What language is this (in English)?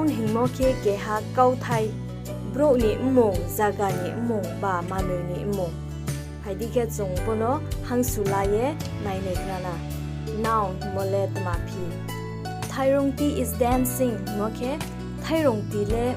Riang (India)